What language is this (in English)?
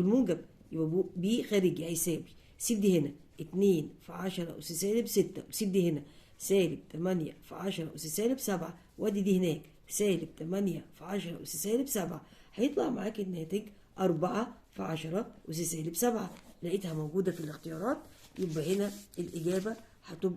Egyptian Arabic